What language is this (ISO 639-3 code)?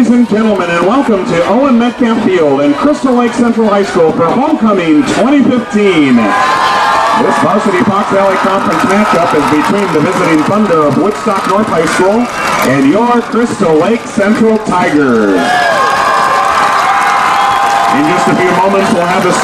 eng